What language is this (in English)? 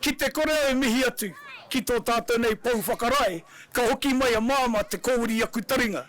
Māori